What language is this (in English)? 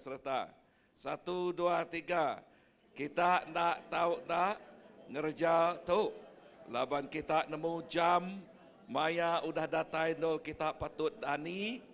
Iban